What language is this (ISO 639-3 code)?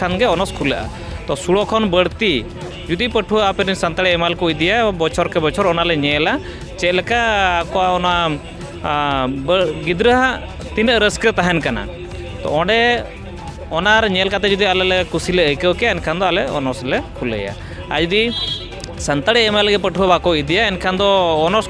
sat